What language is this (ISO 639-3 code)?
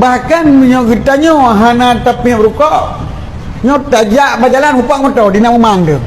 ace